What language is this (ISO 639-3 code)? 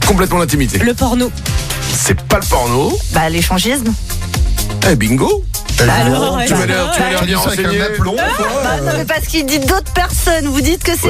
fra